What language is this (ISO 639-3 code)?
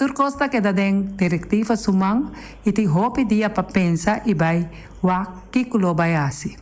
pap